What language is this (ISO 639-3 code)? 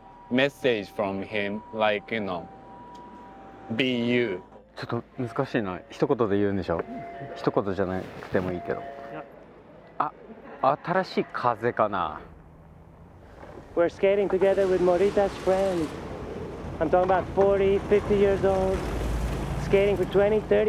jpn